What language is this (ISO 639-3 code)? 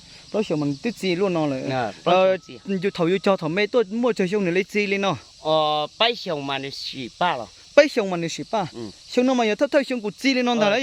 hmn